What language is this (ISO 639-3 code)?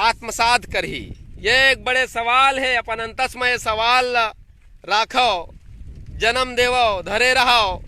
hne